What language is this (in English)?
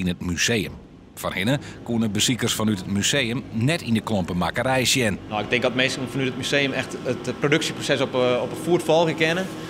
Western Frisian